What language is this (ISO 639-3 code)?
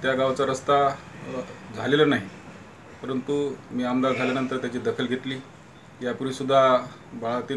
mar